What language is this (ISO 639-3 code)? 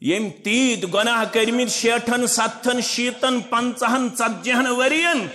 kas